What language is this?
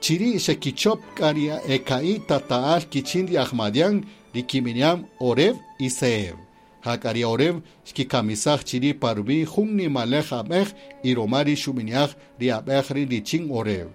Kaqchikel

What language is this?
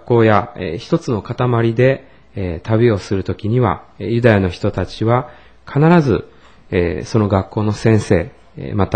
Japanese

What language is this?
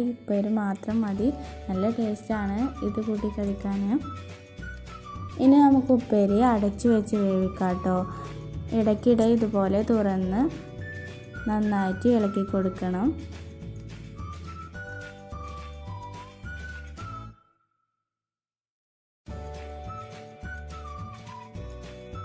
Malayalam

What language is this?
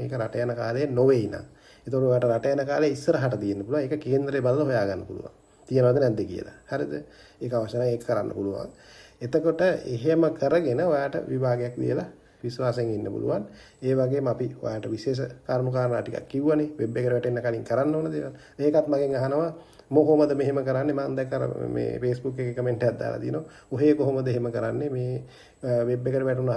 Sinhala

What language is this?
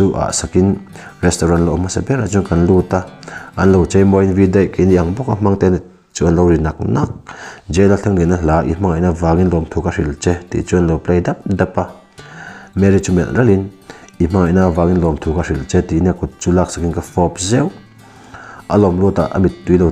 Mizo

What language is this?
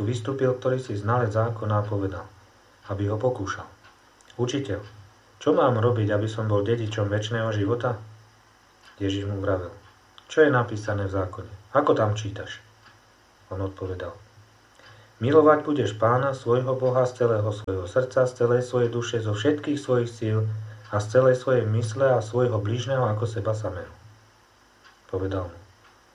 Slovak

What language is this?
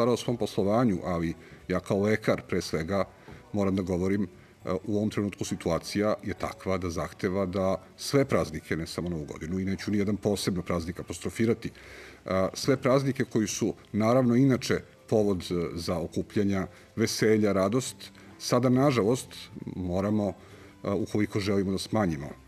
Serbian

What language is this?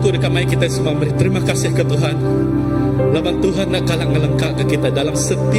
Iban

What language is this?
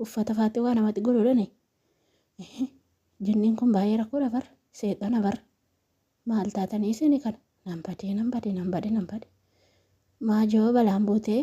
Oromo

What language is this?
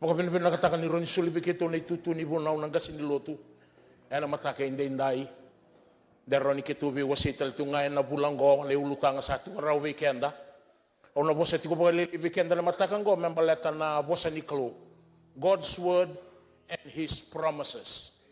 Fijian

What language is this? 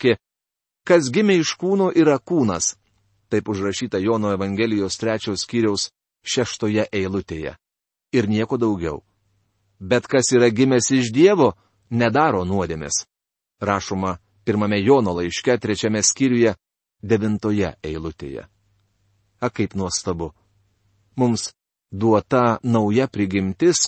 Lithuanian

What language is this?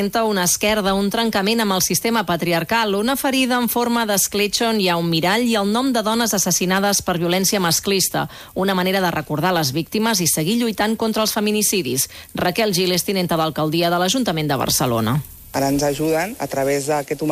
Catalan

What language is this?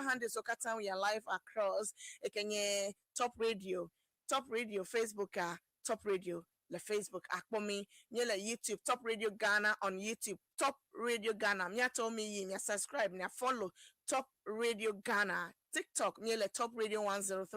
Ewe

